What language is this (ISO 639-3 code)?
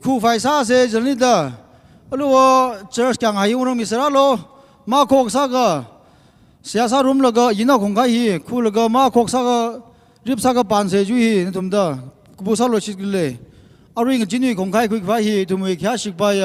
nmf